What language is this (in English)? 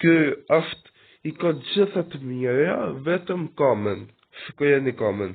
Albanian